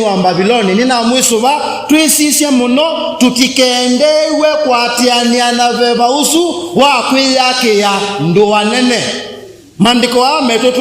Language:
Kamba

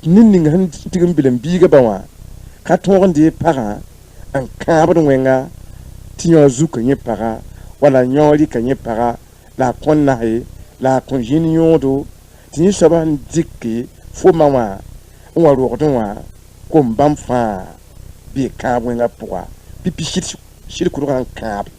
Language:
Mossi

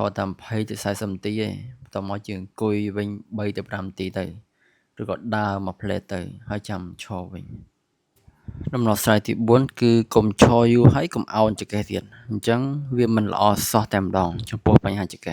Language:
Khmer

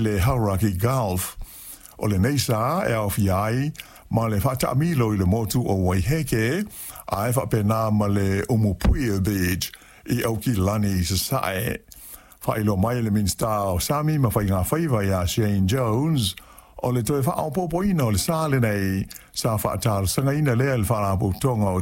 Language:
Samoan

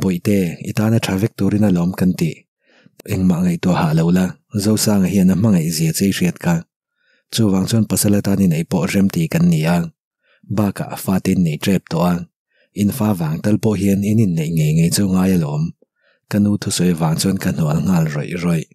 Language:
Mizo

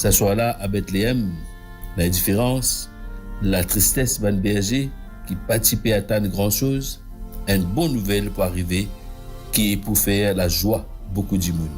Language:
Morisyen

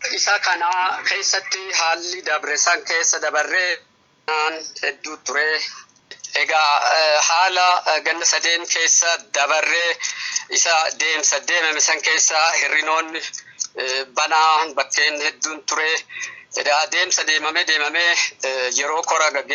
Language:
Oromo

